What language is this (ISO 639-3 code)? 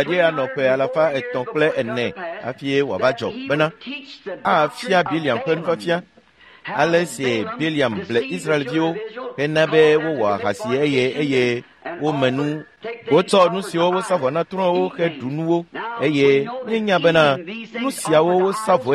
ewe